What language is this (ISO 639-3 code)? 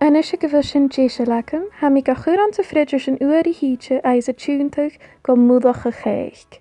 gla